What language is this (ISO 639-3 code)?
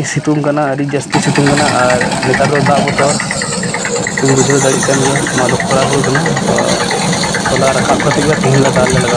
sat